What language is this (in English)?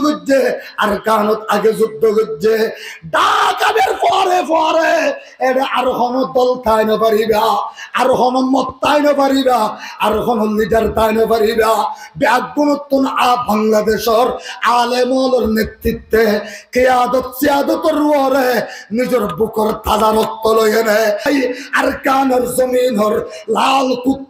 Rohingya